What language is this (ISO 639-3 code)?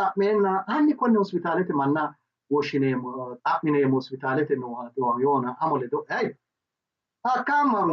sid